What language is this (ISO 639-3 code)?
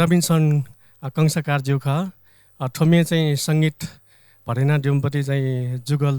new